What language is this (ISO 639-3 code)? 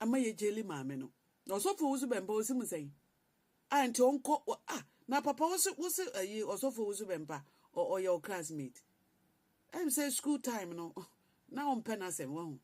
aka